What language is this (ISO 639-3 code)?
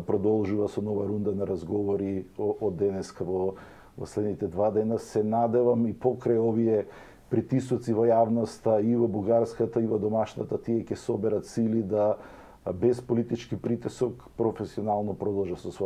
mkd